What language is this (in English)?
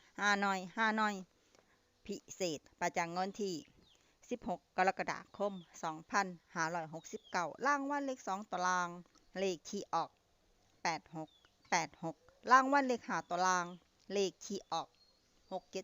Lao